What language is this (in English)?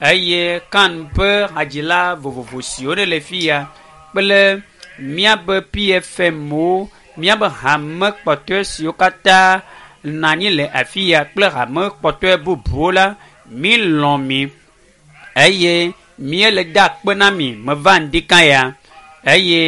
Ewe